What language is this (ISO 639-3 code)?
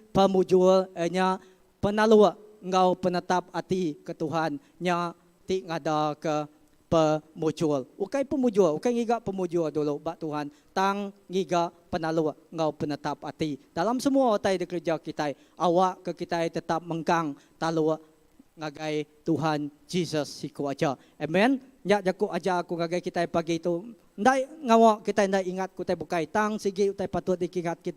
iba